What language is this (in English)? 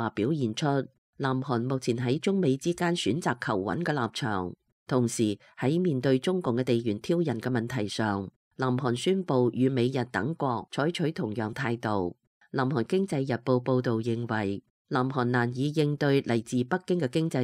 Cantonese